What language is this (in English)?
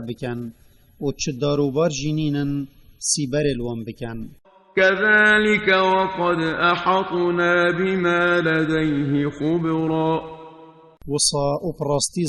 Kurdish